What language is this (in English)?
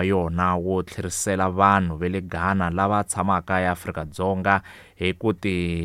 Tsonga